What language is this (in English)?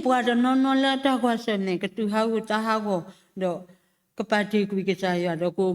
S'gaw Karen